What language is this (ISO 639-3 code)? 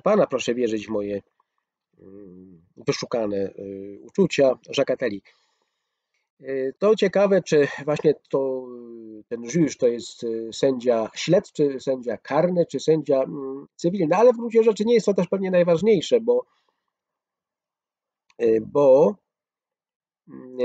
pol